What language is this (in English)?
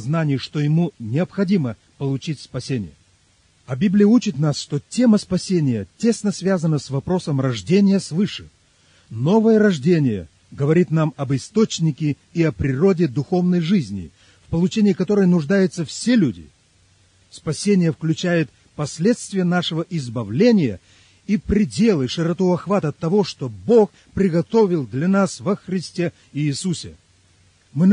Russian